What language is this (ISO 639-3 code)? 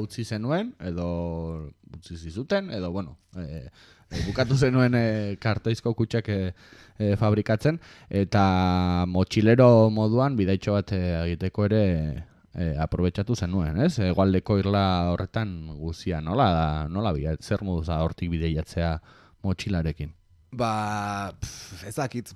eus